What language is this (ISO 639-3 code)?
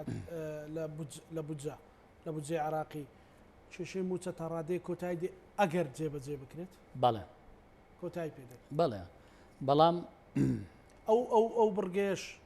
ckb